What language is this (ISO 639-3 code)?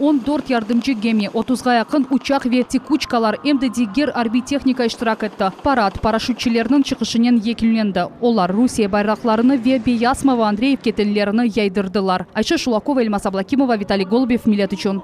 crh